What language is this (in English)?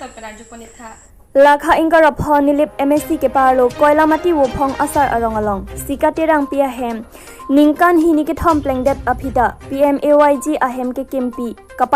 Karbi